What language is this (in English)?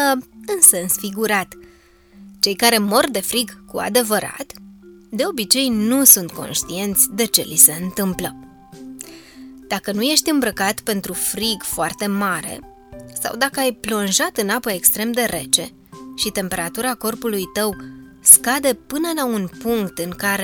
Romanian